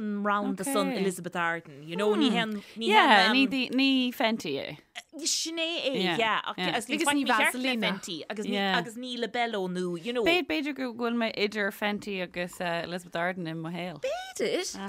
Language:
Irish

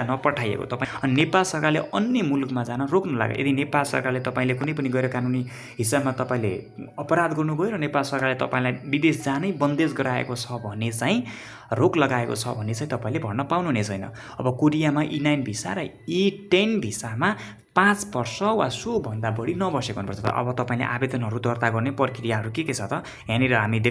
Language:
Nepali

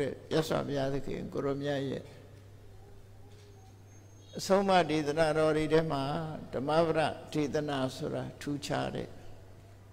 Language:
Burmese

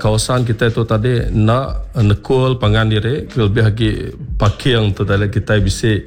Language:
Iban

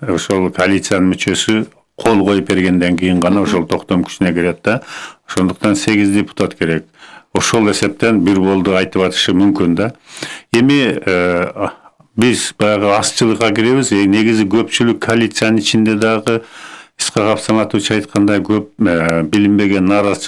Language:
Kyrgyz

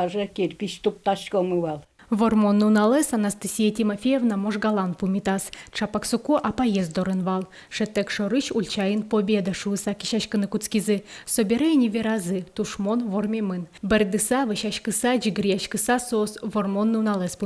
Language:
Udmurt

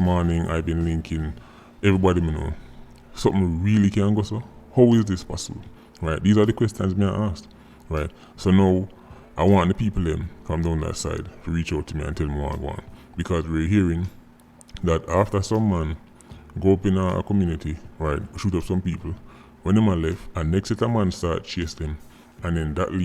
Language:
Jamaican Creole English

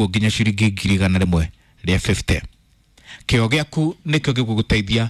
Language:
Kikuyu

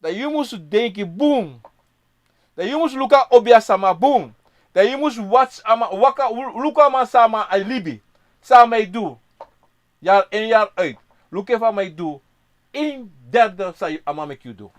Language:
Sranan Tongo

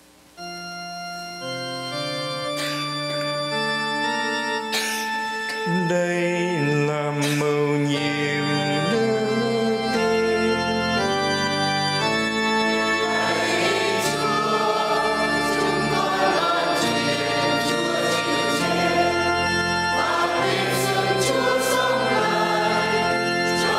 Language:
Vietnamese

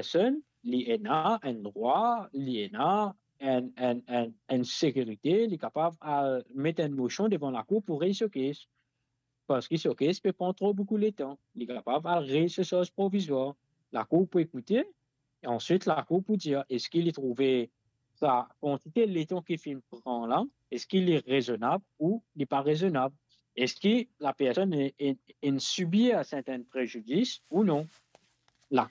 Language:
Morisyen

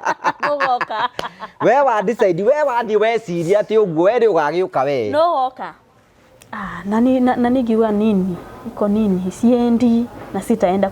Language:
Kikuyu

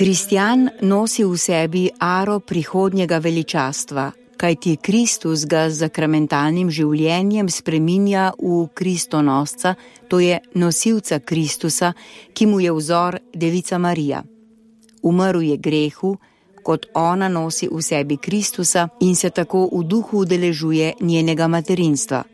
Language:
Slovenian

